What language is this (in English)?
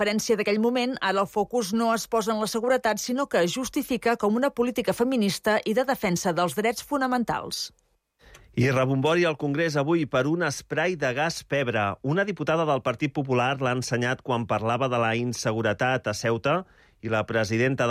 Catalan